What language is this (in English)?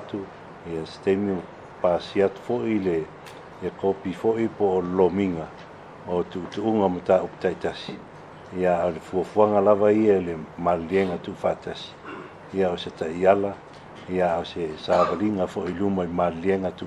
Samoan